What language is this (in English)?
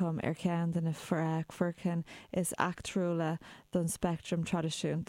Irish